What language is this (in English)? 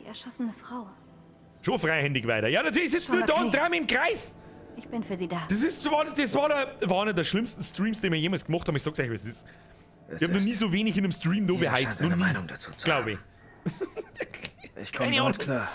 Bavarian